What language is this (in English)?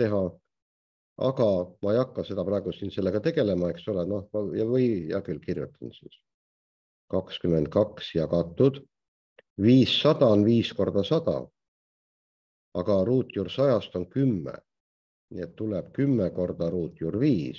Estonian